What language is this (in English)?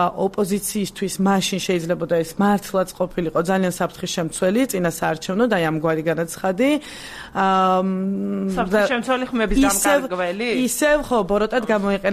Georgian